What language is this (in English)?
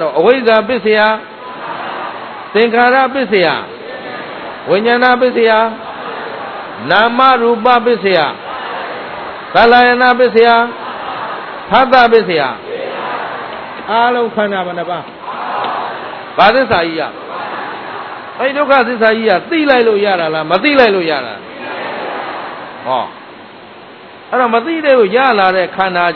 Burmese